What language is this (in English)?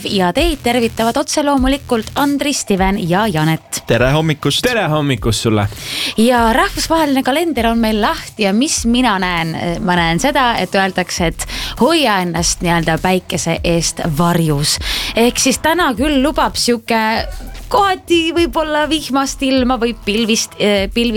Estonian